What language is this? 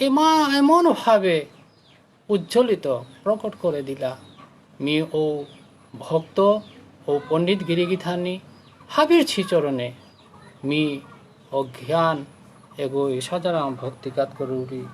Bishnupriya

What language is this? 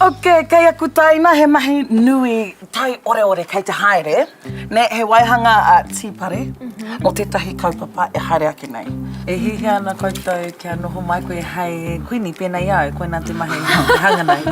Māori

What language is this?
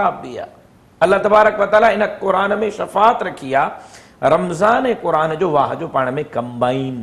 Sindhi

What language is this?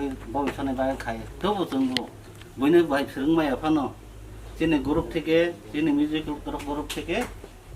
Kok Borok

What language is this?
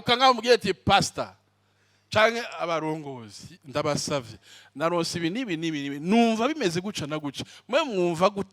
Rundi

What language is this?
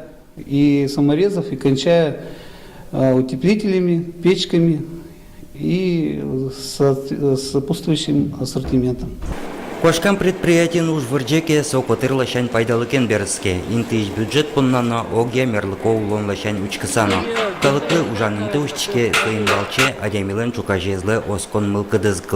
Udmurt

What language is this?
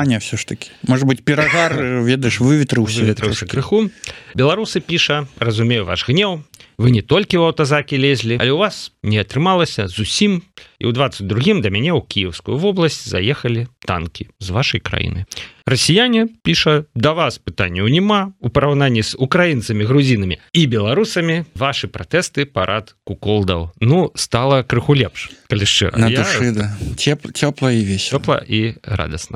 Belarusian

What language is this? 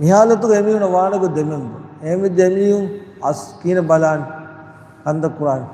Divehi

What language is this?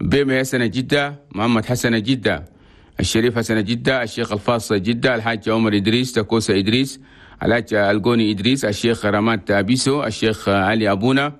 Chadian Arabic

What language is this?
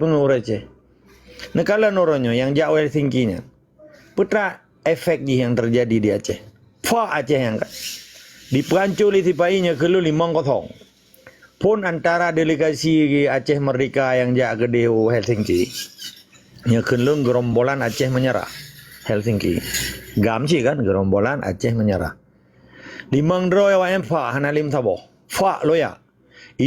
Achinese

